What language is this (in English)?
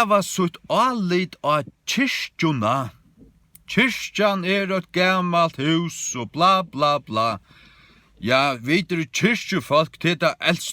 Faroese